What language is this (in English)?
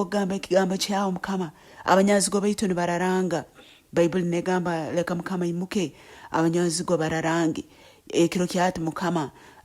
Nyoro